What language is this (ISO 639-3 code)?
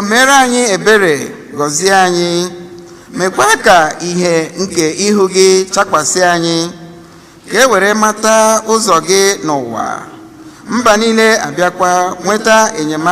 ibo